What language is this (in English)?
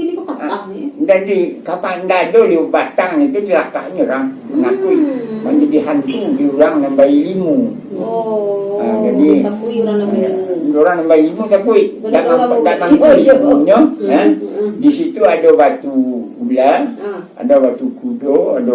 Minangkabau